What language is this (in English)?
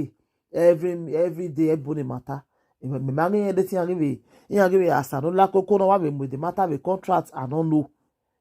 Nigerian Pidgin